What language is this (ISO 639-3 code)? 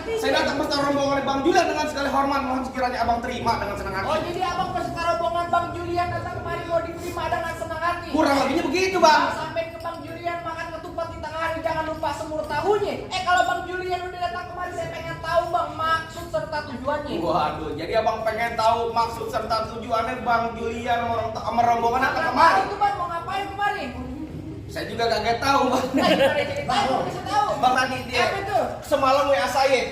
bew